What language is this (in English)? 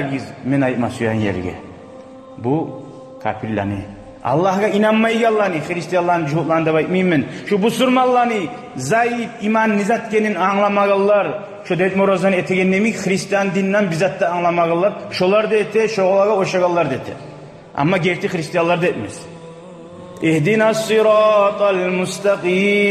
Kumyk